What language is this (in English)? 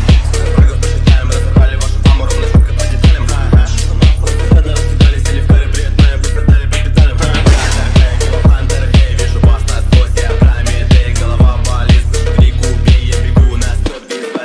Russian